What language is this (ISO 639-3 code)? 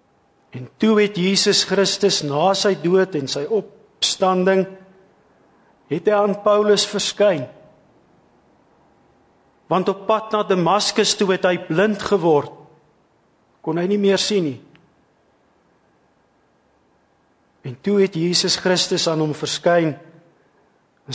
afr